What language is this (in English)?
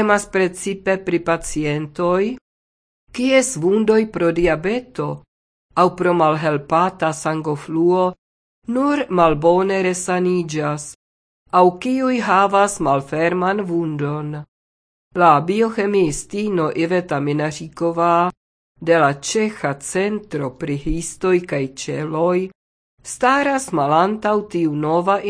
Esperanto